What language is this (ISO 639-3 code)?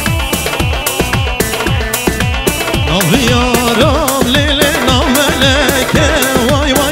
kur